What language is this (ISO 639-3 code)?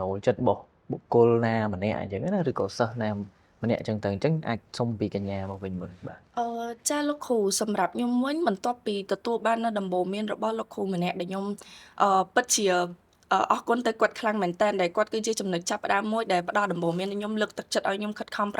khm